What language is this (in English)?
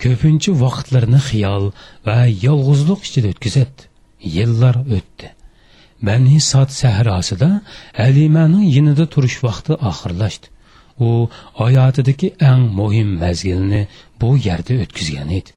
Uyghur